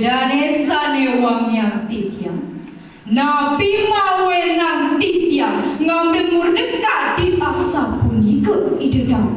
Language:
Balinese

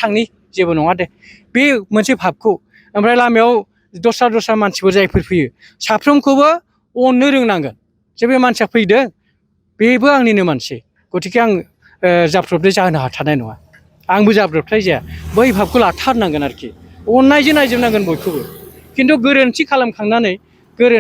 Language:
Bodo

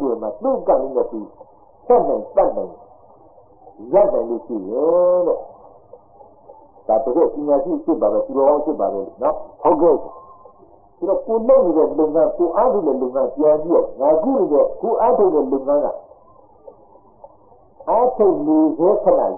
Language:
Burmese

